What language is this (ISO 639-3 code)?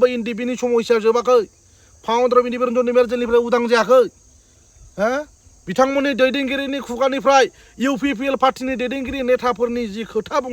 brx